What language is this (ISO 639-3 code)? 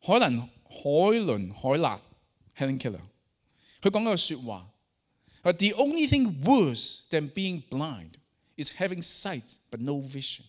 yue